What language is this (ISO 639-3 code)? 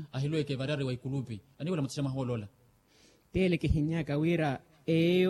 vmw